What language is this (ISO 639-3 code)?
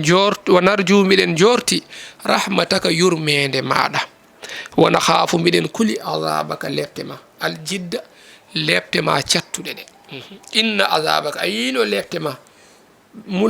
ful